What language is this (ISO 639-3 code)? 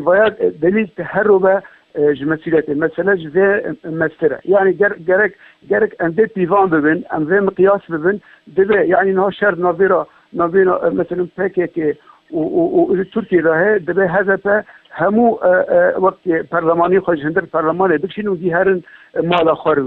kur